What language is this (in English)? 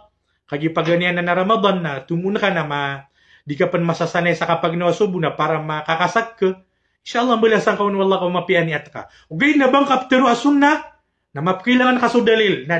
Maranao